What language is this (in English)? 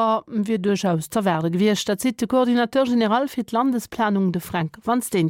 Luxembourgish